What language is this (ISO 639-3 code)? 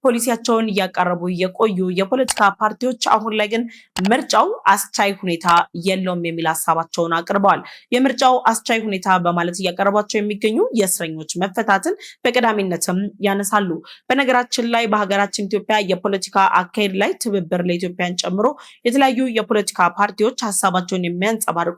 amh